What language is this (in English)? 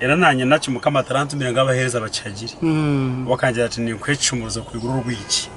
Nyankole